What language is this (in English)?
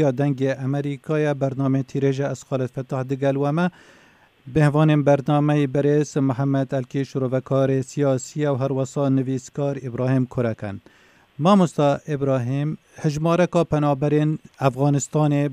Kurdish